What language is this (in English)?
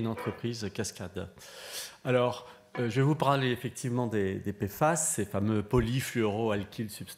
French